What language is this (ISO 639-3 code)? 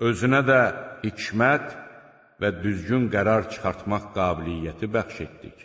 aze